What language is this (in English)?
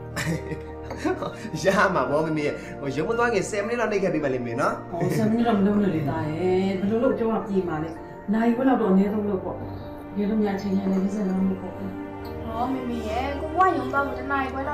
Burmese